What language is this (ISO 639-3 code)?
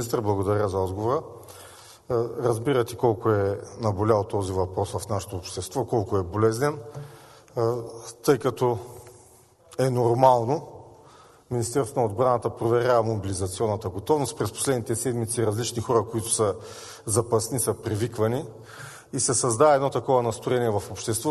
bul